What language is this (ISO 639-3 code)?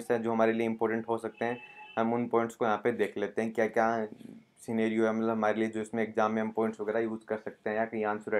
hin